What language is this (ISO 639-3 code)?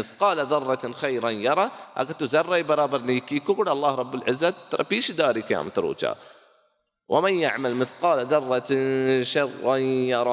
bal